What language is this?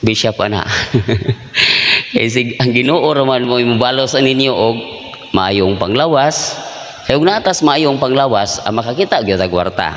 Cebuano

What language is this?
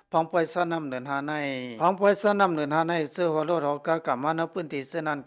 Shan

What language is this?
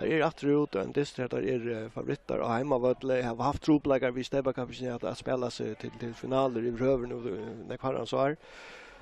Faroese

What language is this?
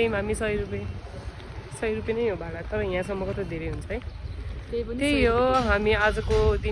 Nepali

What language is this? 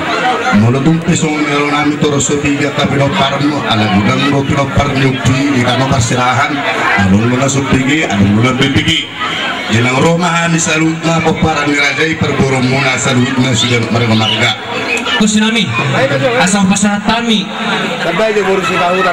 Batak Toba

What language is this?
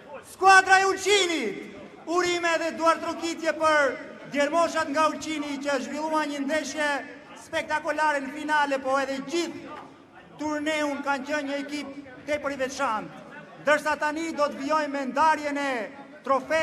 Albanian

